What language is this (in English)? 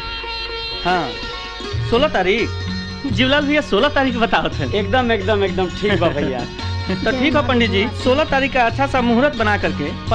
Bhojpuri